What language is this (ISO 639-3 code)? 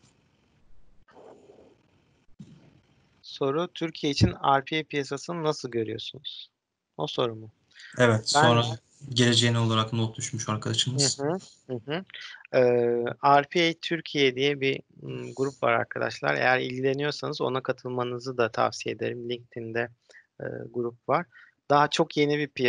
tur